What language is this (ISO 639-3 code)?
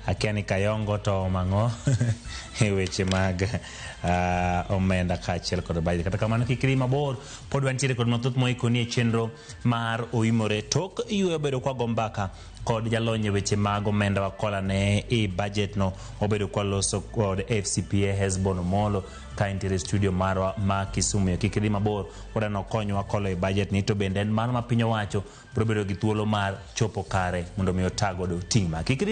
luo